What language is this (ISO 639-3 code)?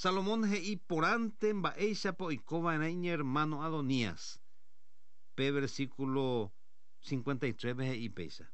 grn